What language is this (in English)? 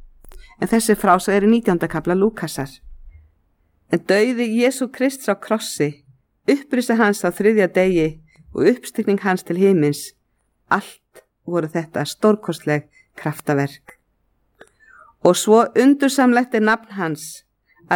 Icelandic